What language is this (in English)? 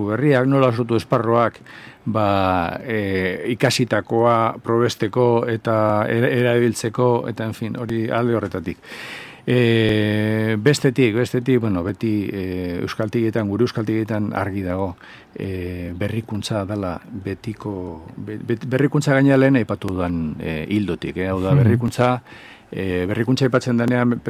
Basque